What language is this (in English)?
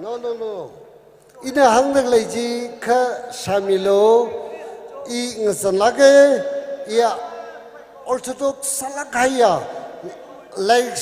Tangkhul Naga (India)